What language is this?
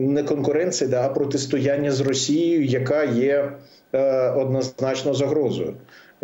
Ukrainian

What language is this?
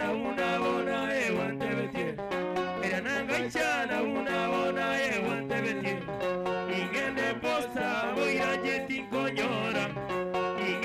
Gusii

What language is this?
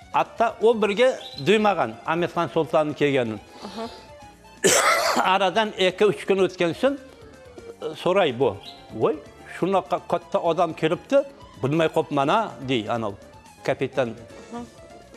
Crimean Tatar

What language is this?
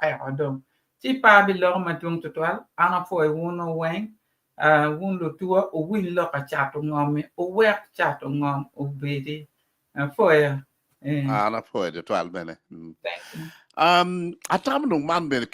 Acoli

